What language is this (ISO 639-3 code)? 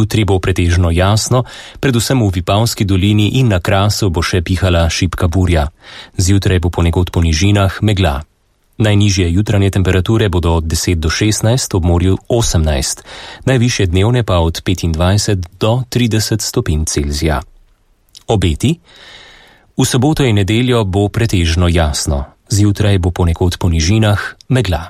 slv